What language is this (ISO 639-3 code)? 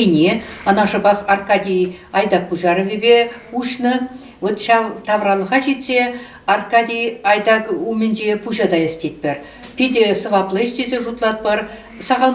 chv